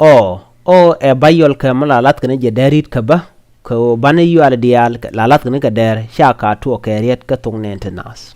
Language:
Nuer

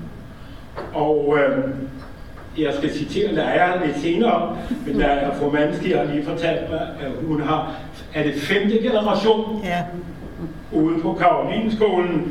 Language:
Danish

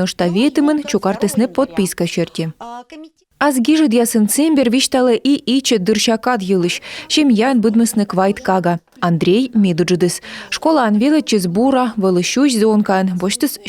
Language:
Komi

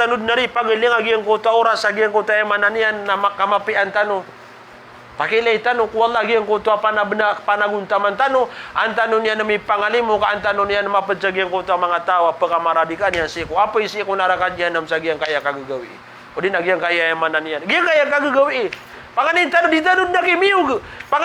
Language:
Maranao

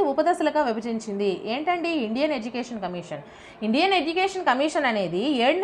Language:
Telugu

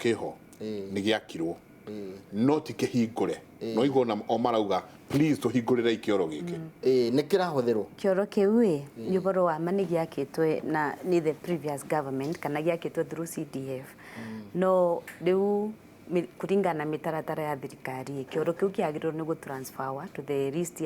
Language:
Kikuyu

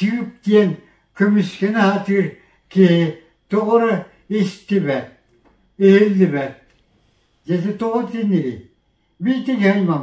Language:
Yakut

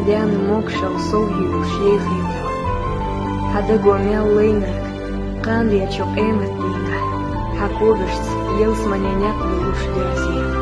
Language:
Chechen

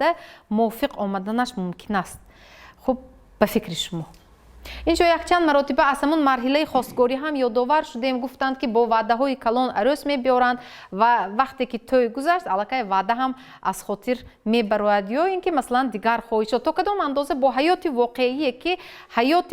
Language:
Tajik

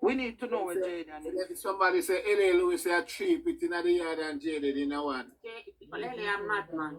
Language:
Jamaican Creole English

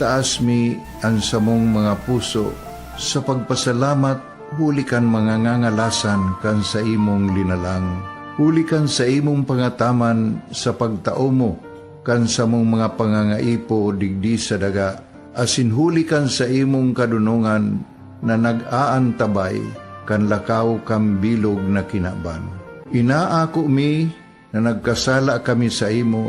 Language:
Bikol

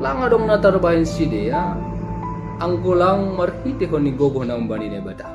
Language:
Batak Simalungun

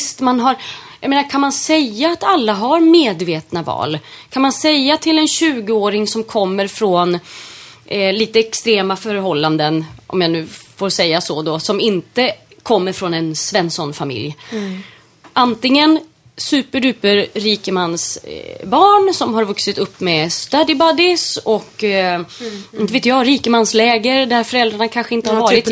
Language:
Swedish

